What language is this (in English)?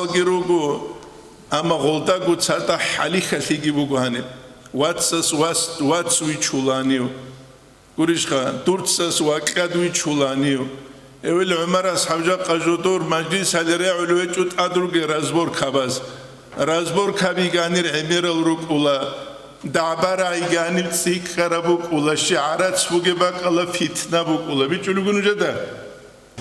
Avaric